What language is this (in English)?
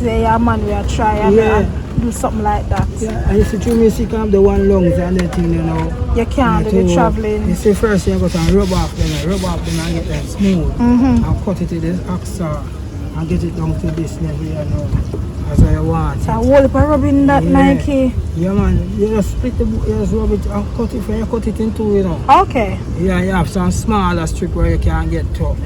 Jamaican Creole English